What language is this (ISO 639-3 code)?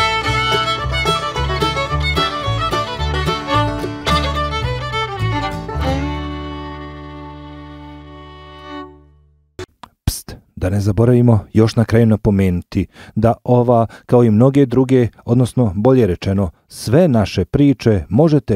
bos